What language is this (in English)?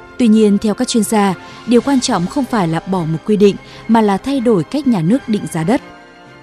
Vietnamese